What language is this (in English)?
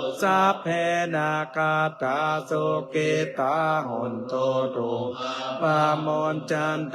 Pali